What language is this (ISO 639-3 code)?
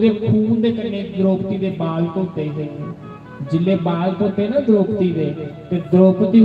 doi